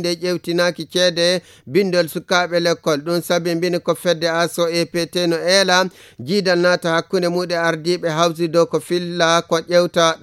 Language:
Fula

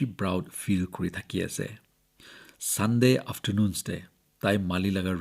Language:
Naga Pidgin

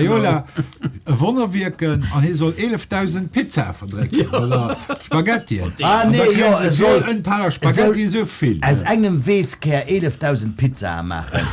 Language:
Luxembourgish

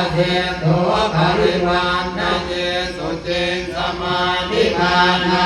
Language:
Pali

